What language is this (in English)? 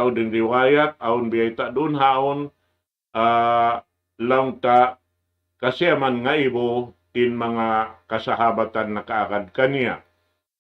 Tausug